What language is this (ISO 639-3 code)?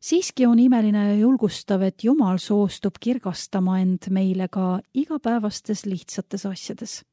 est